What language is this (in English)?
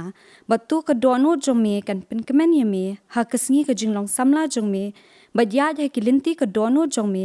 Khasi